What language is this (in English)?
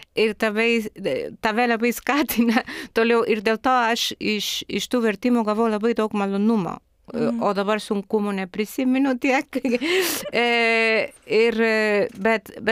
Lithuanian